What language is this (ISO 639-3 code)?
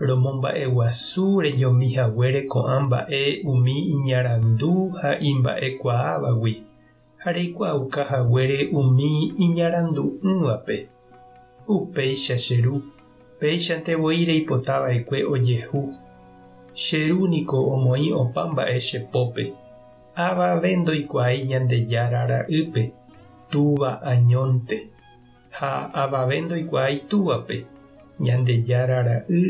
grn